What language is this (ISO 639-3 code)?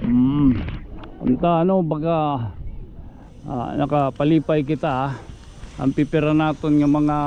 war